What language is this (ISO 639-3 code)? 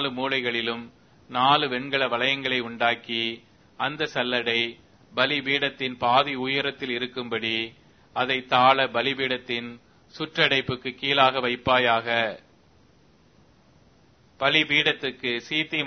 tam